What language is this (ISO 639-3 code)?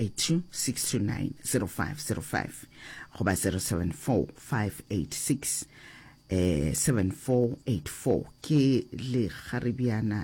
nso